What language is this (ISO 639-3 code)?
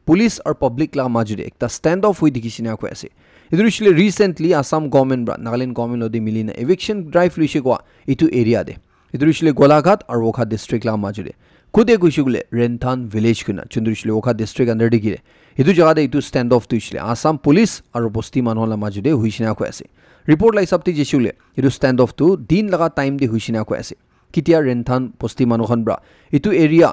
nag